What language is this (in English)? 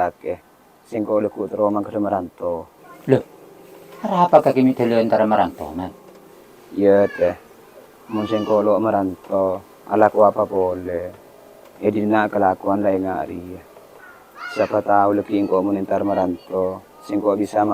Madurese